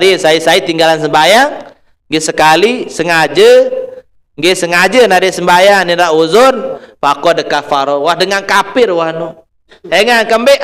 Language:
Sasak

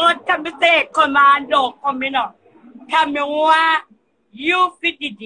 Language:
Jamaican Creole English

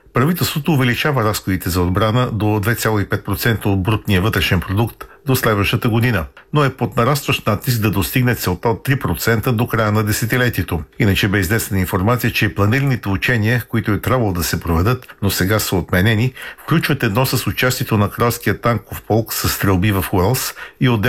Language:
Bulgarian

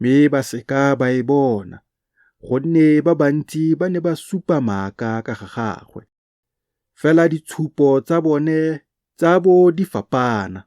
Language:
Tswana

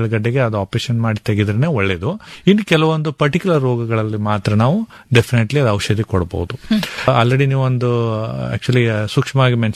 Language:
Kannada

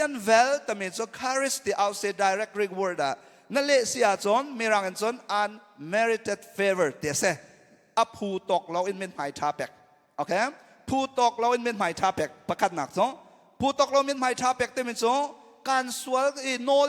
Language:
Hakha Chin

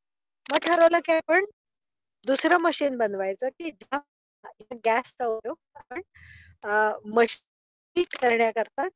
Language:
Marathi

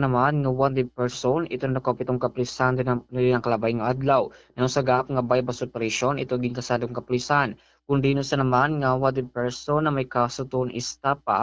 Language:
Waray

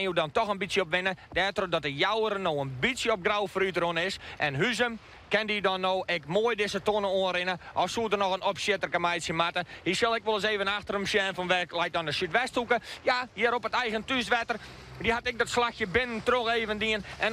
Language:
Western Frisian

